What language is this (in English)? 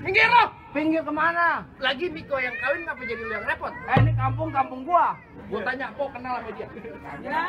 Betawi